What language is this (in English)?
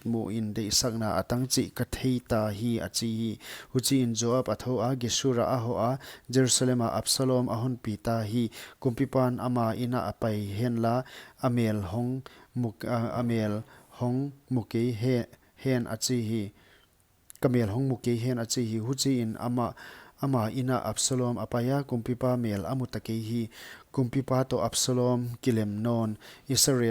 Paite Chin